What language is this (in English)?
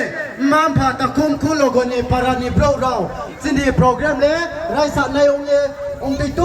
Riang (India)